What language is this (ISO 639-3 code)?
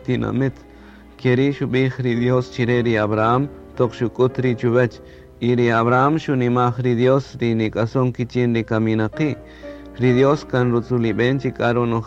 cak